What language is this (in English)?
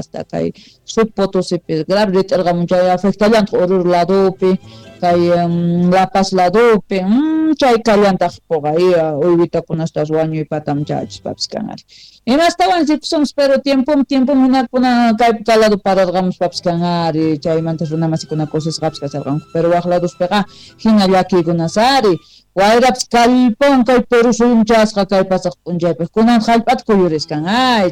South Bolivian Quechua